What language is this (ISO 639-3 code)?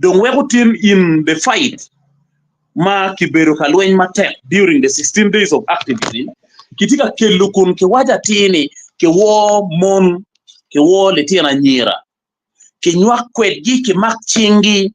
ach